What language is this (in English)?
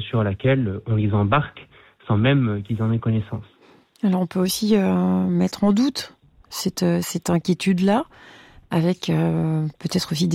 French